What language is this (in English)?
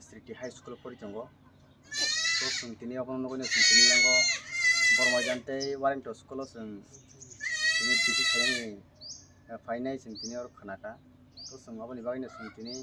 Kok Borok